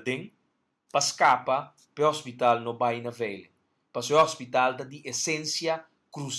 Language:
Papiamento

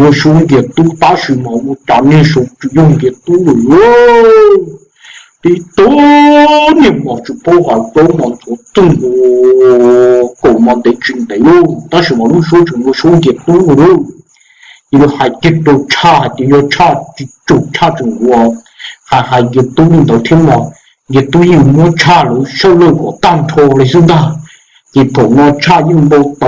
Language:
Hmong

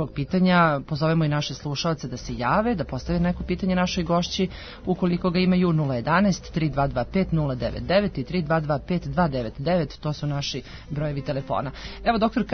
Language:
Serbian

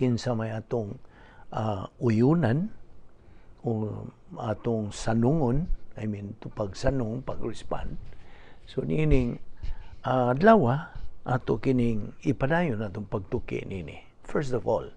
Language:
Cebuano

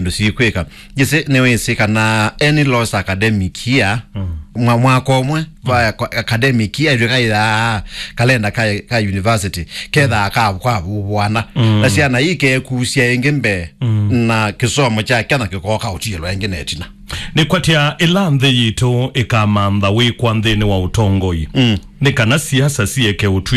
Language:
Kamba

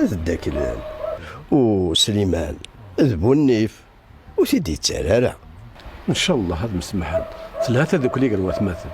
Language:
Kabyle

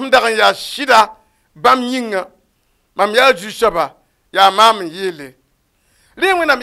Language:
Mossi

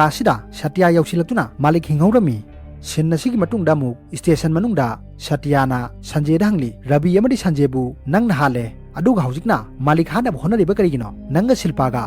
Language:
Manipuri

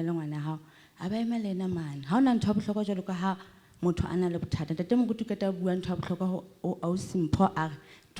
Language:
Southern Sotho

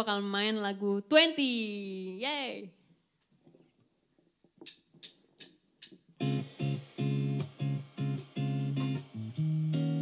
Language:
Indonesian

